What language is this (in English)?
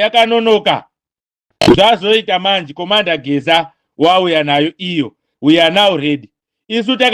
Shona